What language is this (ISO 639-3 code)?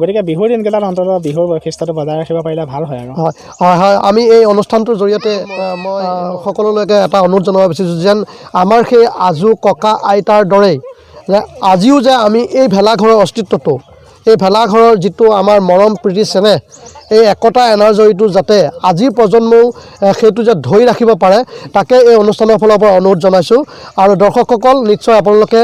asm